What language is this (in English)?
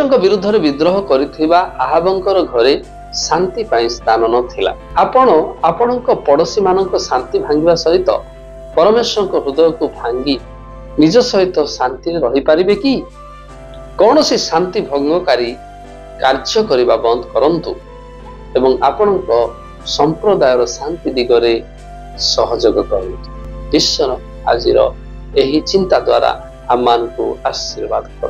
Odia